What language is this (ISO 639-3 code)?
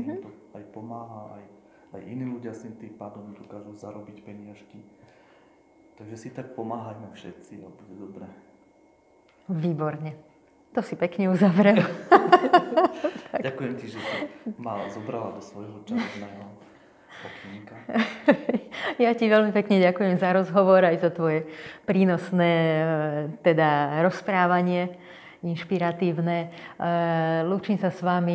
slk